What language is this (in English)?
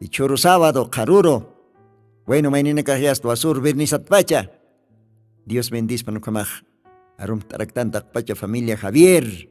Aymara